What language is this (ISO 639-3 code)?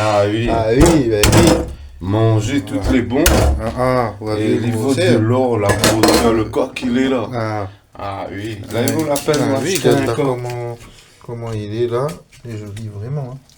rcf